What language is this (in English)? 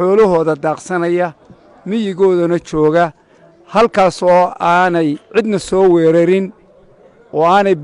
Somali